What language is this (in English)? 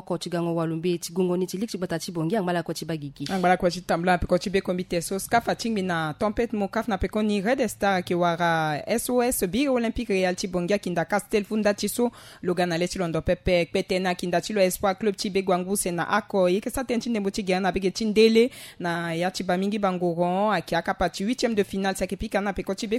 Sango